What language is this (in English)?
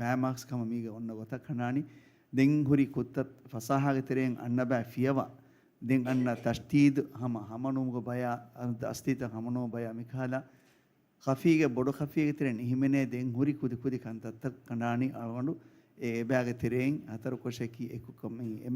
Divehi